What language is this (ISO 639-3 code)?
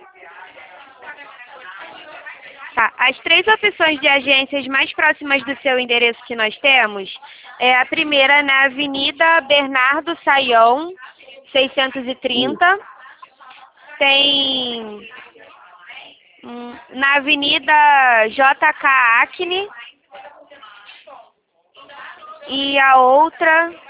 por